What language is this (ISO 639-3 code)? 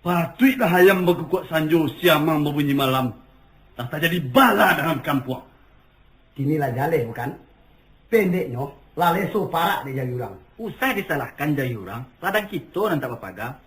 min